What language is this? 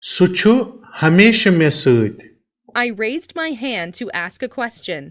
Kashmiri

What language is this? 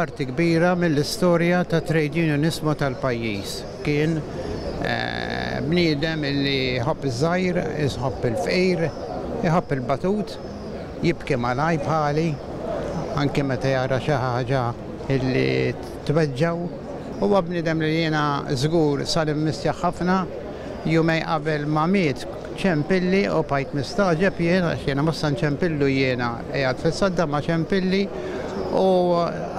Maltese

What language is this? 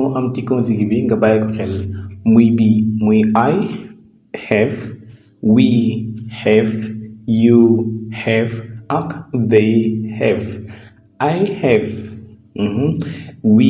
Wolof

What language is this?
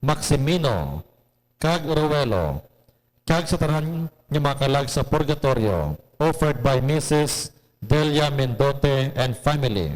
Hiligaynon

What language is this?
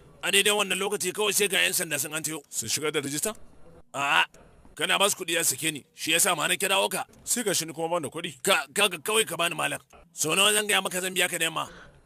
Hausa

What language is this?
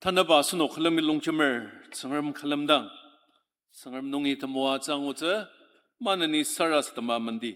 Ao Naga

